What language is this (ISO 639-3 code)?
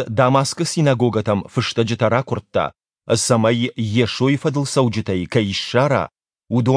oss